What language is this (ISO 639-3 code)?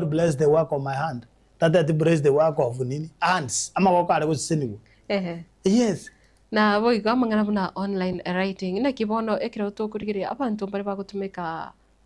guz